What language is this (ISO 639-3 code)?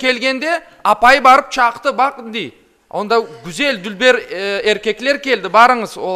crh